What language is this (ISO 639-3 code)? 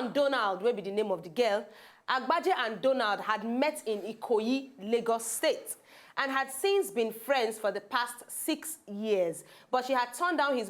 pcm